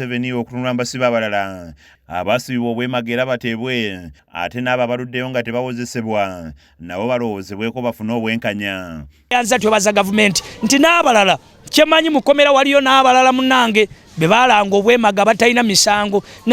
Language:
Ganda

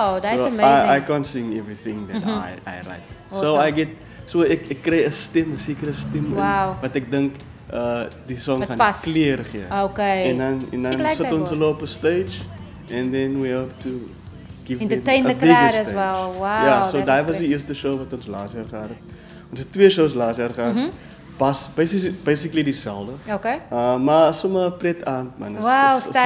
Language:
Afrikaans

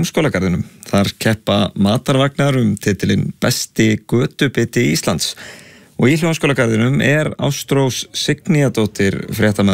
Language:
Icelandic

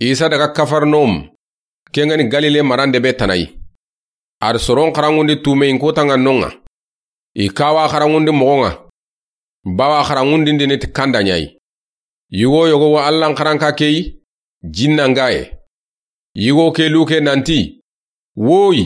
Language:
Soninke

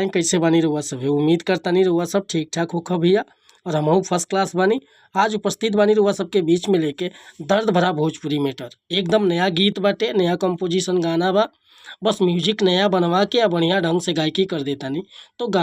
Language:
Bhojpuri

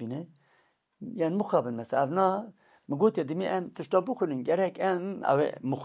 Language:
Kurdish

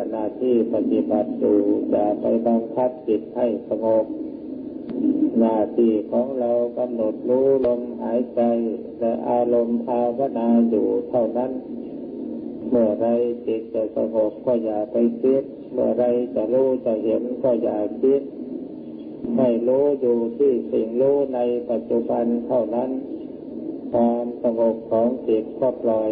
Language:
Thai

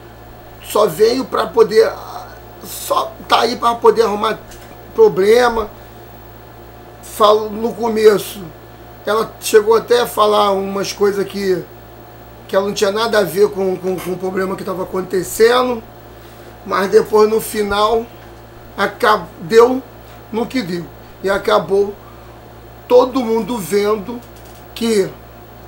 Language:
Portuguese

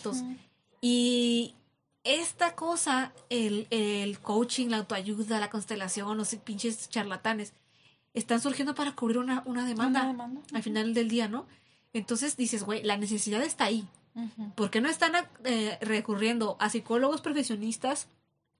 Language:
Spanish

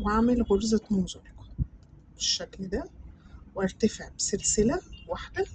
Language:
Egyptian Arabic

